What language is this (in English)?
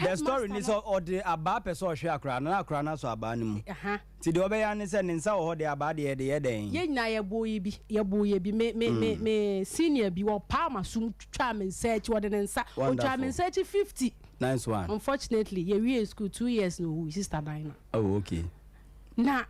Akan